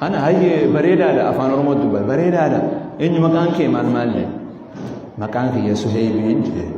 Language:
Oromo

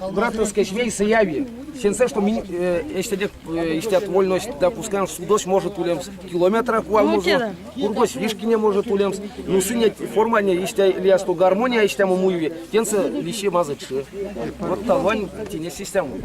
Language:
Erzya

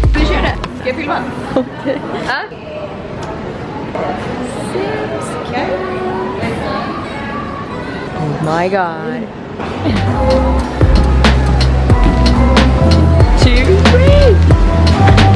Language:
Norwegian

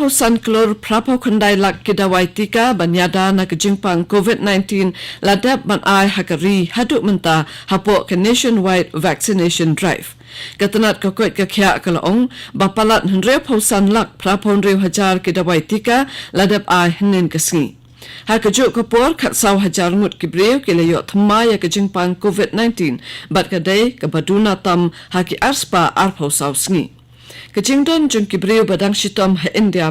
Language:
Khasi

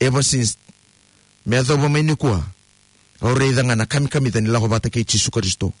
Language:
Fijian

